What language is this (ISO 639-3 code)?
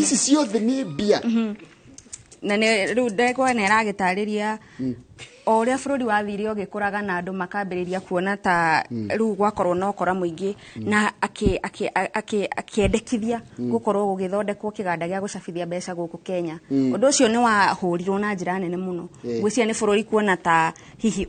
kik